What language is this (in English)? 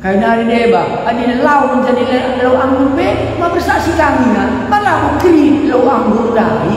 Batak Karo